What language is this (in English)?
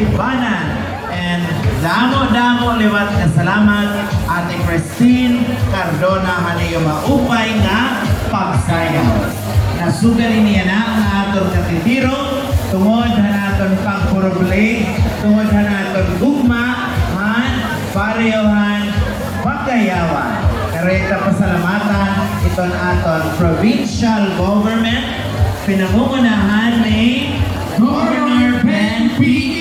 Waray